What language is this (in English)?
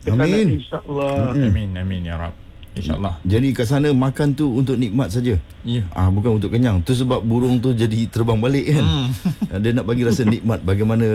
Malay